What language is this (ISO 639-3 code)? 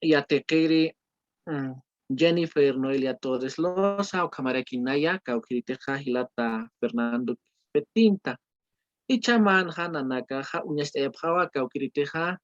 aym